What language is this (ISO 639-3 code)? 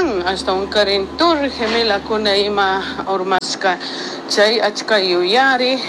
qug